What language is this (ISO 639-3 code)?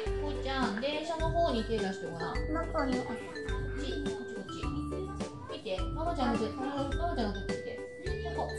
jpn